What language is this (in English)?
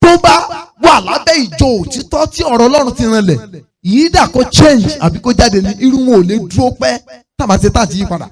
Yoruba